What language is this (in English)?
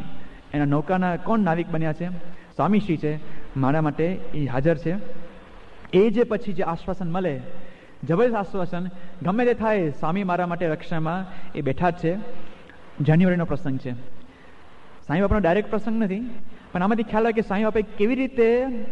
Gujarati